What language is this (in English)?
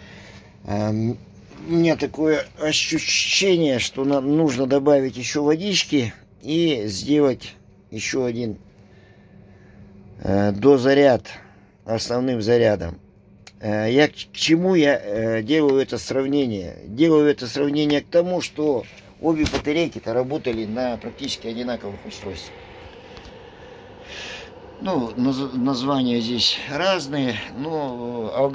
Russian